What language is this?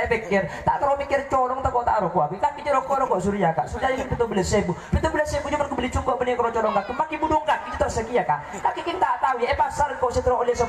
Madurese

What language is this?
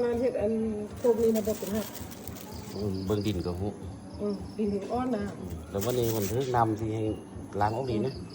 Lao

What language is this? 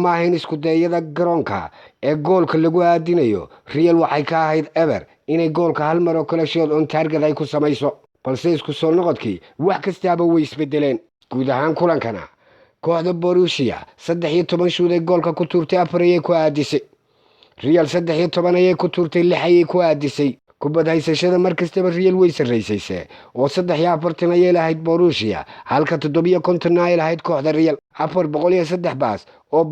Somali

